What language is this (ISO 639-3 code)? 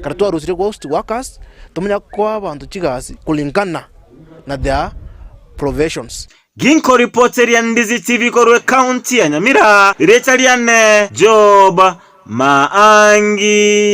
guz